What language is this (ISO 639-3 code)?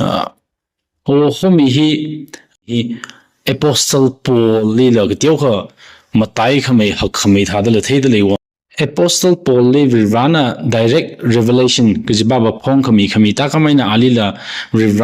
nmf